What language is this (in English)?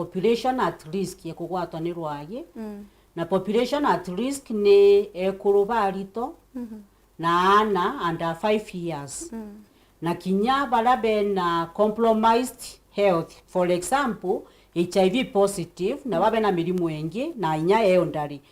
Meru